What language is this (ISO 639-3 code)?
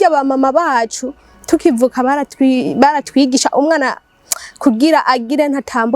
run